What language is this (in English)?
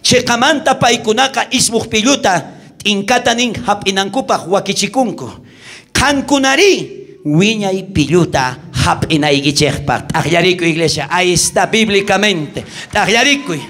South Bolivian Quechua